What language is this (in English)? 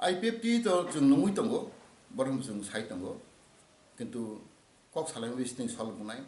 Kok Borok